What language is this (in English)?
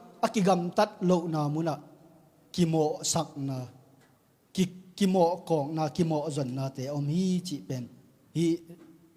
Tedim Chin